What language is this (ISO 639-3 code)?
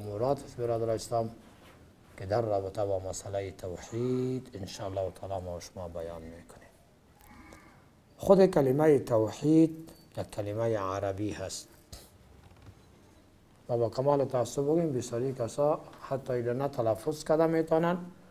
fas